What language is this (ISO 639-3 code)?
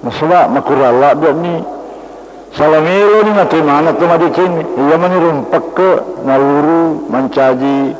bug